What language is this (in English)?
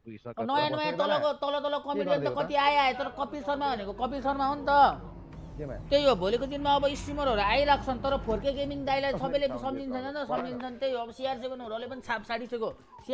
Nepali